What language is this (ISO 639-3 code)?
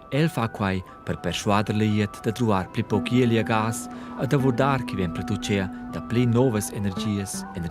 roh